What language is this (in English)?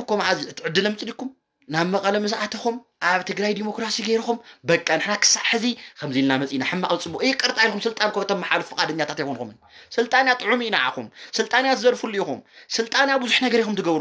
Tigrinya